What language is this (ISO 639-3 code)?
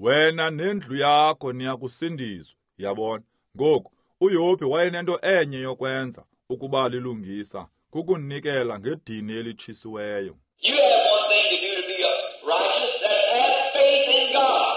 xho